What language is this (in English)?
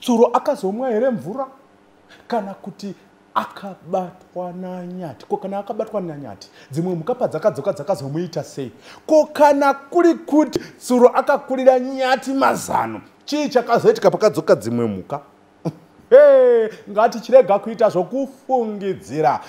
Shona